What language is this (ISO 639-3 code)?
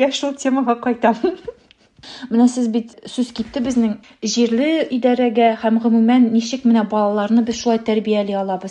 tat